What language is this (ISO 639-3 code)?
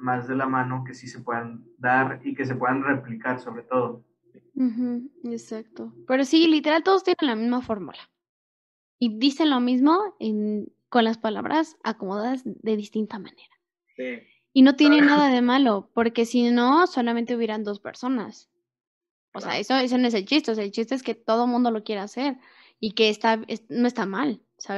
spa